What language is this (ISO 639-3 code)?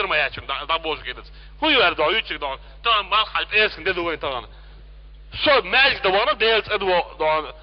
che